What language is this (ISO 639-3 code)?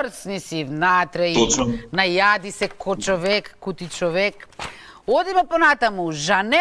mkd